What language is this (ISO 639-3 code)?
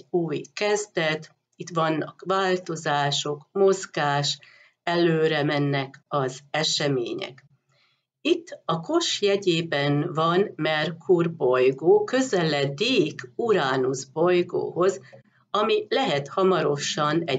hun